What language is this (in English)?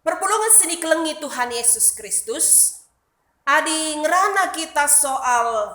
Batak Karo